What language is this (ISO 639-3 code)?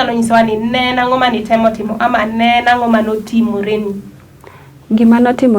luo